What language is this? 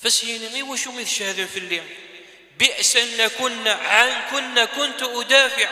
Kabyle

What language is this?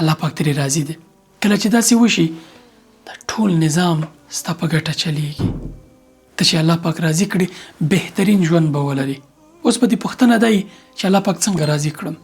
Pashto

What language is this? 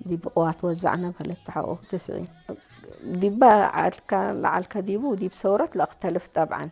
Tigre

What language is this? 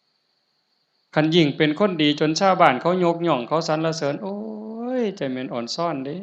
Northeastern Thai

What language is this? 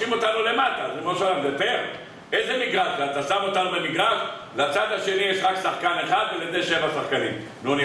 Hebrew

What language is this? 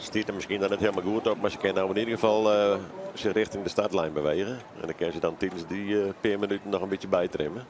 Western Frisian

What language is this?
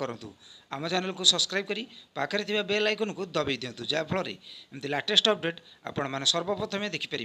Odia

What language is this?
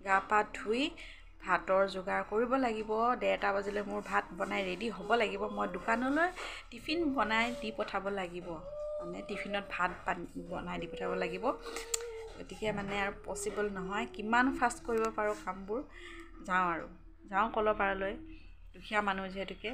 Assamese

